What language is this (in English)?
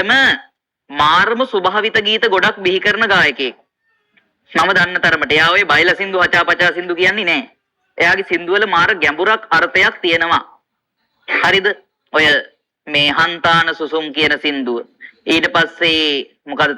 Sinhala